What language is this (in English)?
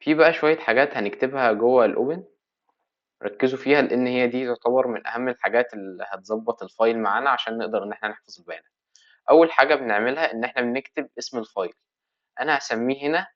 Egyptian Arabic